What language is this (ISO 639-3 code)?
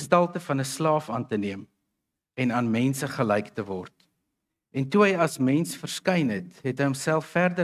afr